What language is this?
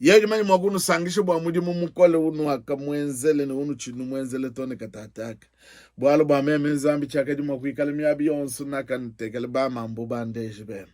Luba-Lulua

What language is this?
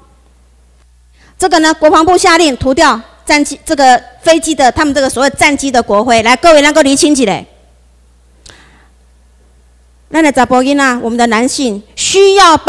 Chinese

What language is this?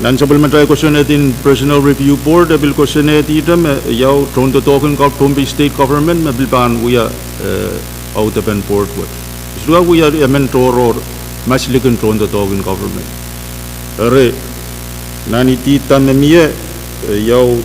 Pohnpeian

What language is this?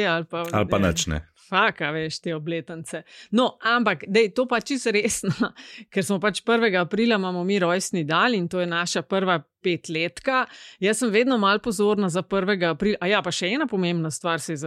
Slovenian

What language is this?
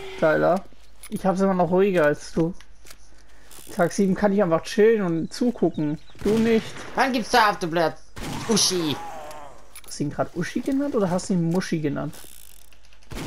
German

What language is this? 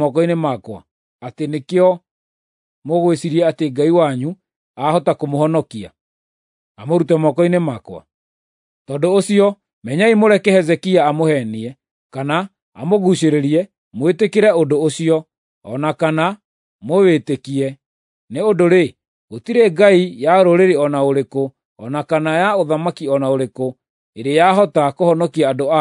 Kikuyu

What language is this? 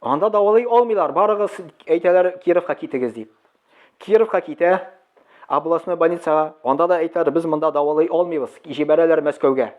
Tatar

